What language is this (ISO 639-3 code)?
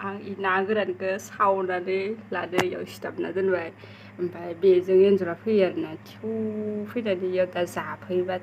brx